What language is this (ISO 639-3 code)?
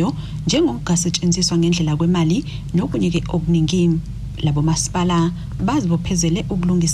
zul